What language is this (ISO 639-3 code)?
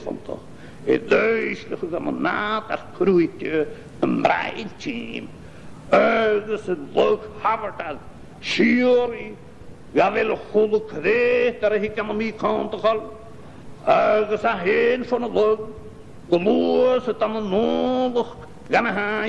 gla